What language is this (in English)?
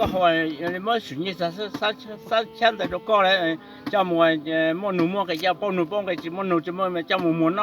Hmong